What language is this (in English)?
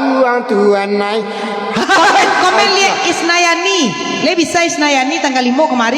Minangkabau